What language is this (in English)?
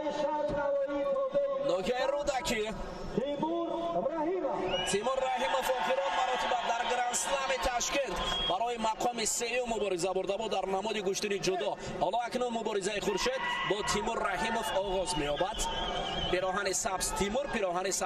Tajik